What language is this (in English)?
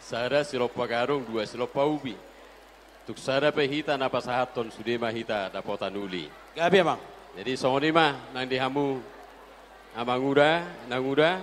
Batak Toba